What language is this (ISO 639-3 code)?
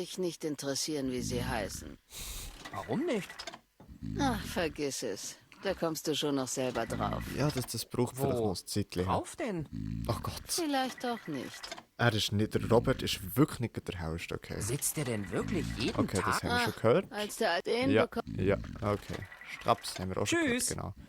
gsw